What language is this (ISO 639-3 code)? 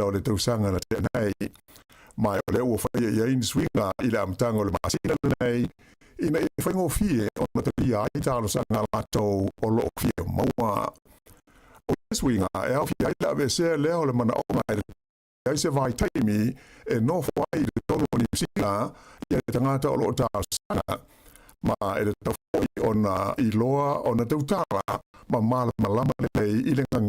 smo